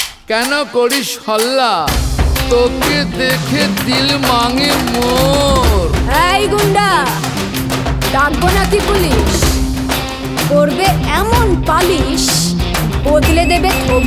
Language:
Bangla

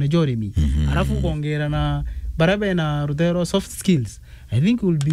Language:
Meru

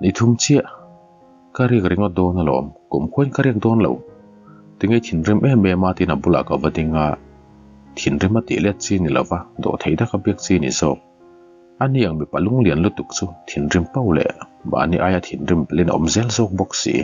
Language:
Mizo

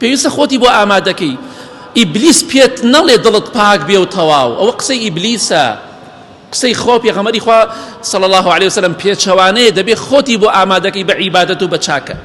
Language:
Central Kurdish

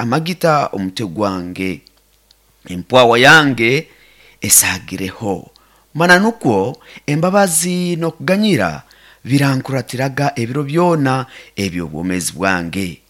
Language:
Nyoro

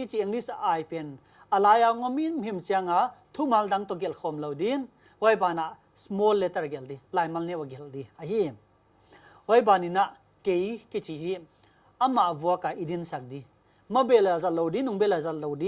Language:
Paite Chin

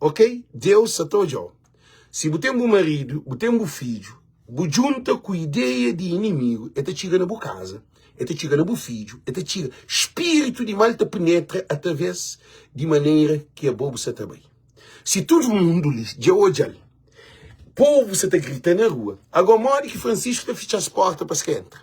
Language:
Kabuverdianu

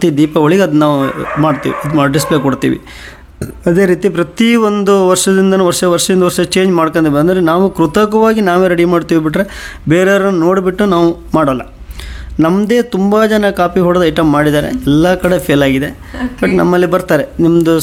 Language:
Kannada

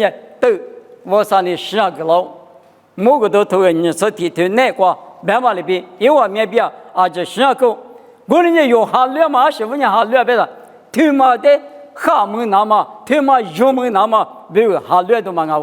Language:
Lisu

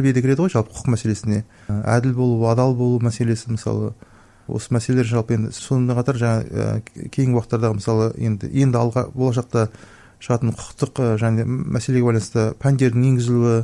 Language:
Kazakh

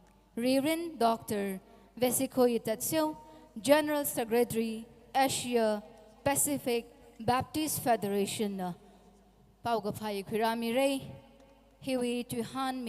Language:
Tangkhul Naga (India)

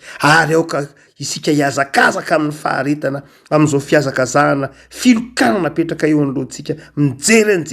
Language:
Malagasy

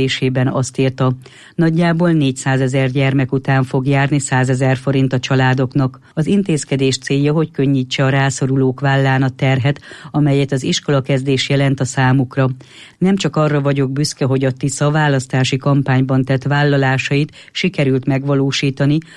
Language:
Hungarian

